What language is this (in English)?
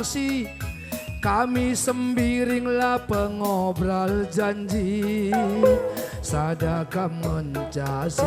Batak Karo